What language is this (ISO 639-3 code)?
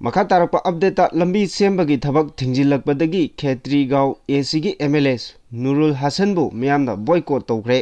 mni